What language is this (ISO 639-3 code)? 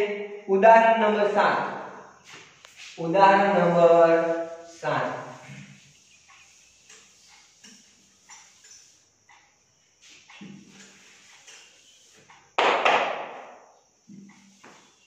guj